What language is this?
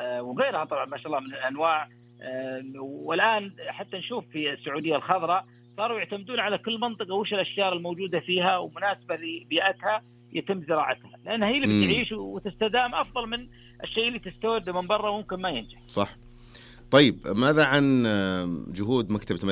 Najdi Arabic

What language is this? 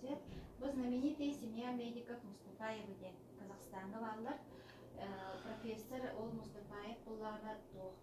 Yakut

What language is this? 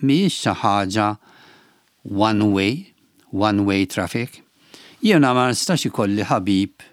Maltese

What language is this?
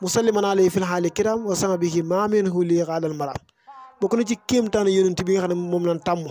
Wolof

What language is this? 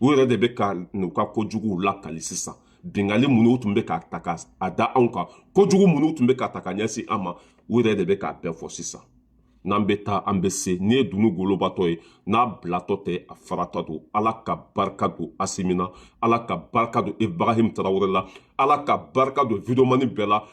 Bambara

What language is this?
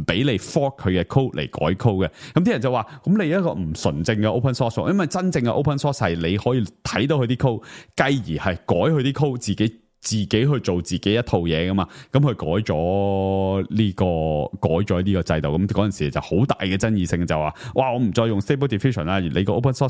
Cantonese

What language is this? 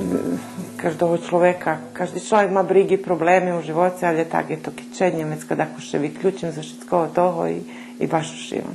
Rusyn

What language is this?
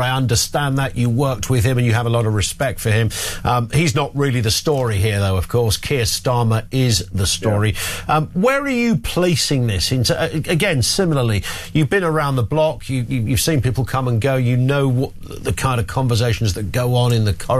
English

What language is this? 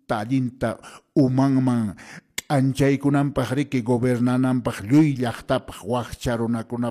Quechua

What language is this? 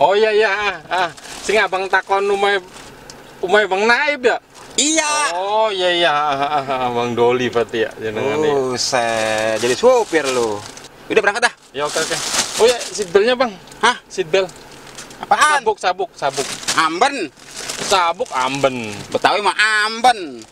Betawi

